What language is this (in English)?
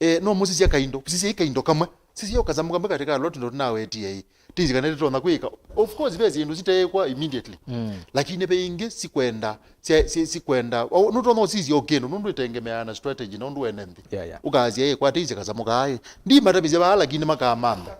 Kamba